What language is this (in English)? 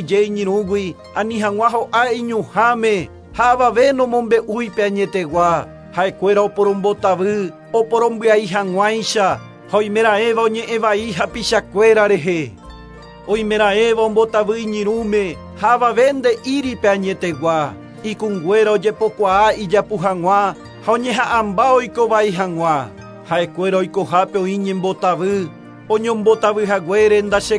Guarani